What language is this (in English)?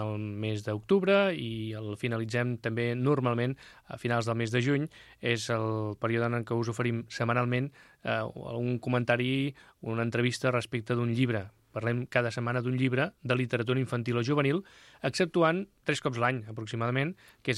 Catalan